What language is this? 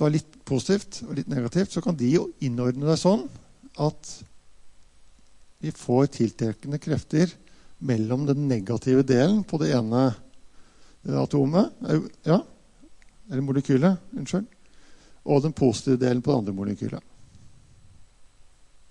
Norwegian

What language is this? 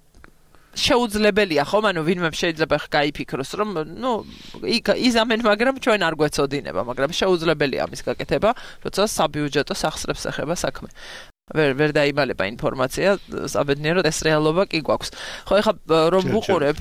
Georgian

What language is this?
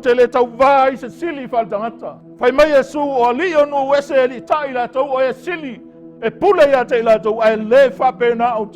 Samoan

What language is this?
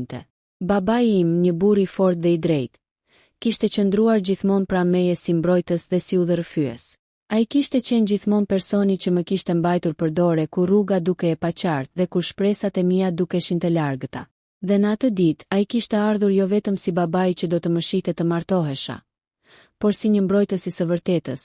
Albanian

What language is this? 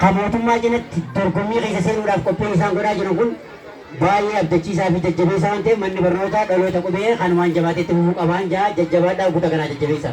Oromo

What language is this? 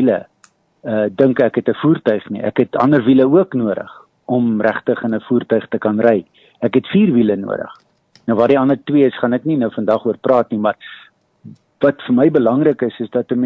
Afrikaans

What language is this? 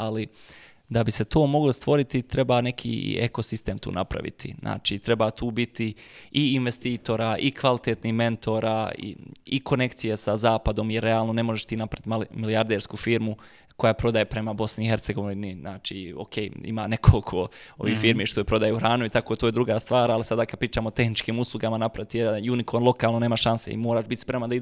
Bosnian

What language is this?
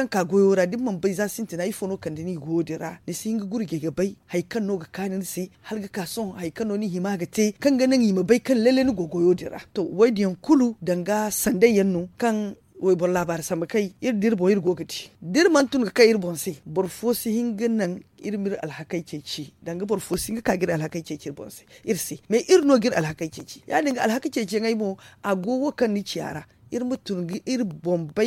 Zarma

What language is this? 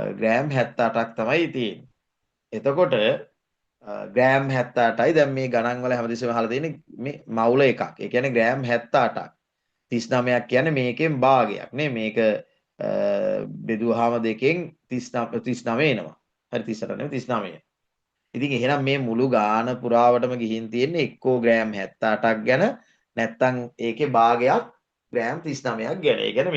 Sinhala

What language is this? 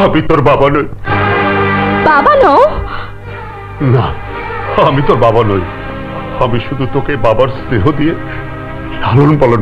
Bangla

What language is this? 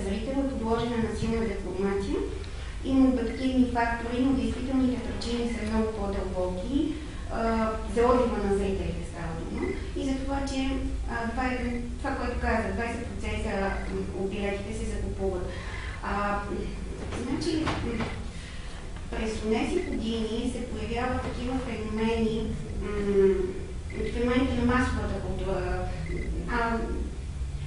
Bulgarian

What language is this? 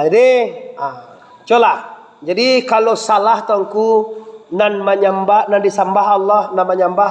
Minangkabau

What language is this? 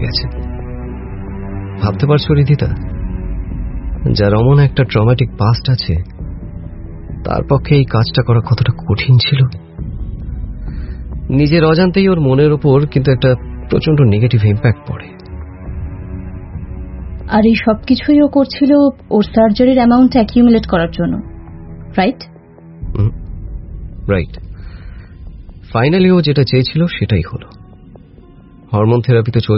Bangla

